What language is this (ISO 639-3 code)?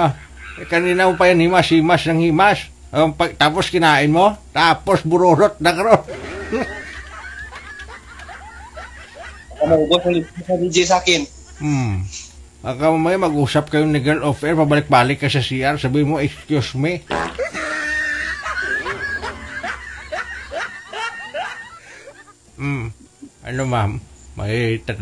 fil